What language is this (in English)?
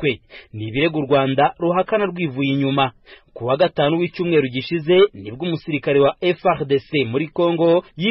Kinyarwanda